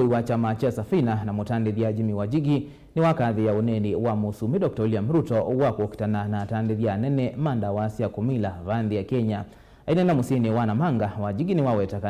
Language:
Kamba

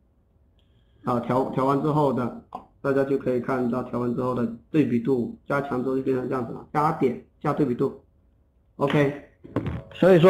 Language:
Chinese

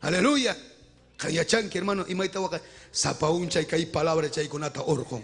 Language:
Ayacucho Quechua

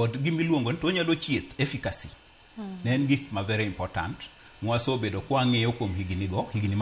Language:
Luo (Kenya and Tanzania)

